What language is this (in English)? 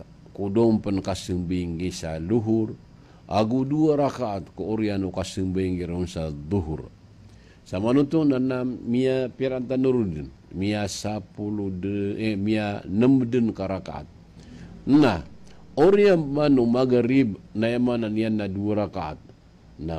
Maranao